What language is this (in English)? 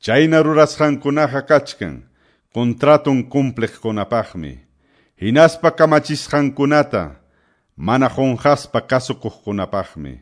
Ayacucho Quechua